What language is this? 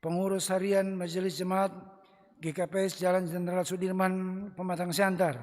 Batak Simalungun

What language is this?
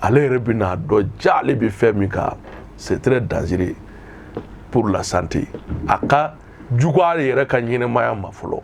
Bambara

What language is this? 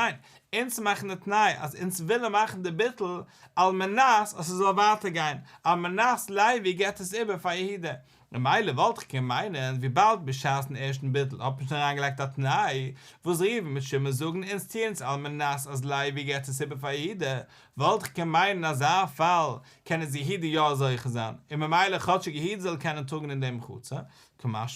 Yiddish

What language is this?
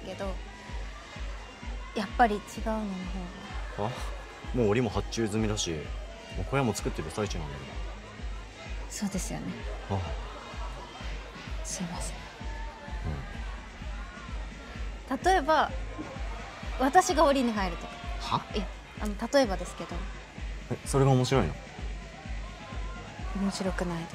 Japanese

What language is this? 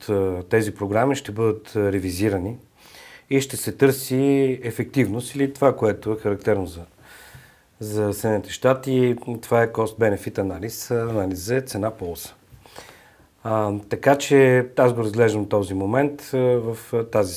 Bulgarian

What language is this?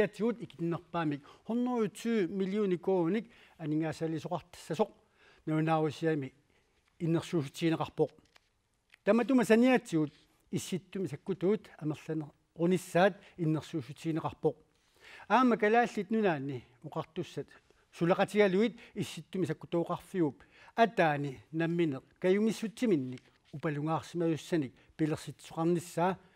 Kalaallisut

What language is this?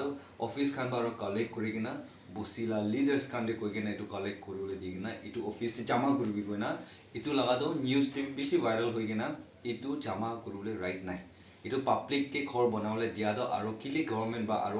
Naga Pidgin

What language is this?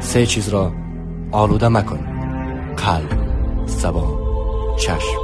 Tajik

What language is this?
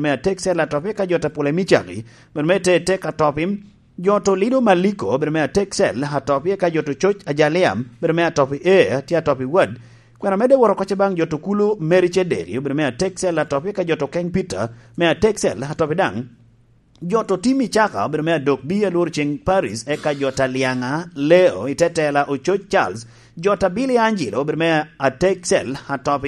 Lango (Uganda)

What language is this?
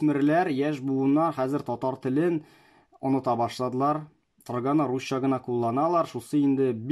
Tatar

